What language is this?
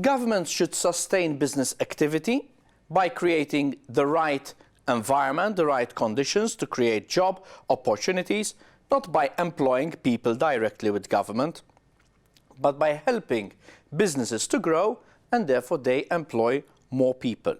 English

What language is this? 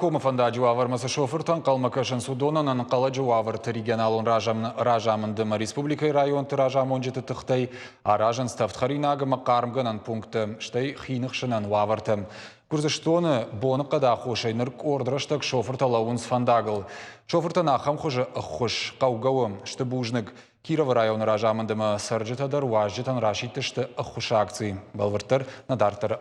Ossetic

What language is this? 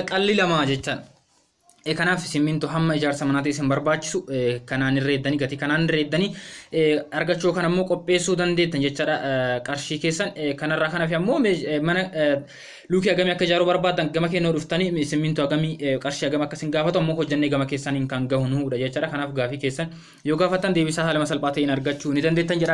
Oromo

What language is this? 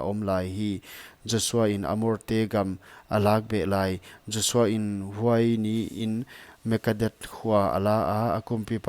Paite Chin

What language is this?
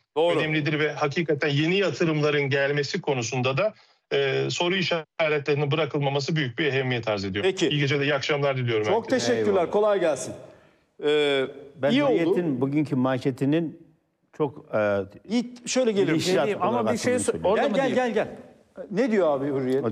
Turkish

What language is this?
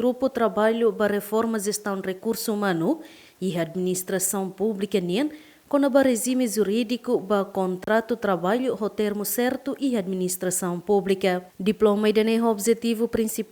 Tetum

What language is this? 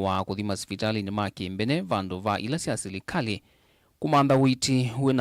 Kamba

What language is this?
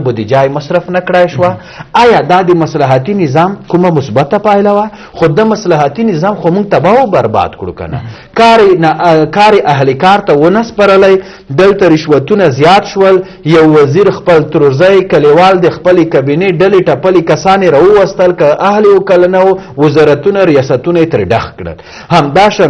Pashto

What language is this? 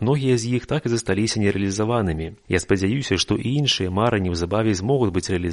Belarusian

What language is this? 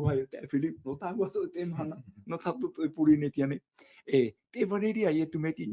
Tahitian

